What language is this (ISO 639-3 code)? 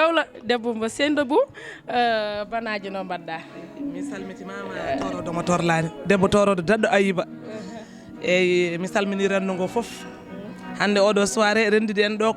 ful